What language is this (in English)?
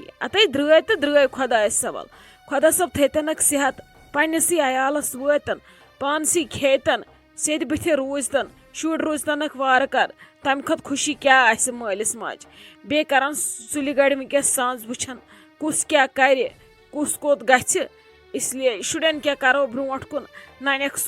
Kashmiri